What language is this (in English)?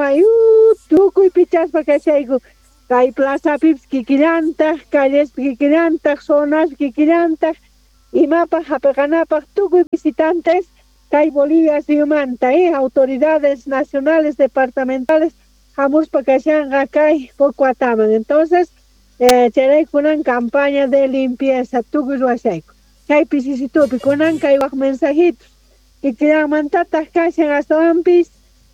Quechua